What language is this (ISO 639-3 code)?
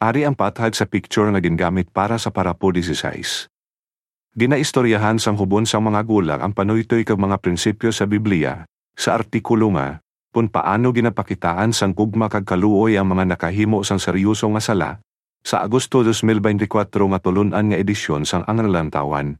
hil